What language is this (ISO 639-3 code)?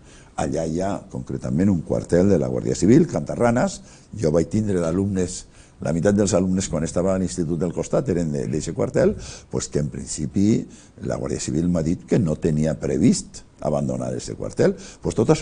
cat